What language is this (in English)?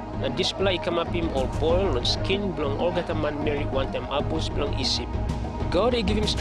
Tok Pisin